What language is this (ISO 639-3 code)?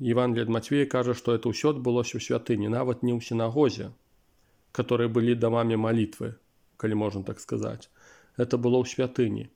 bel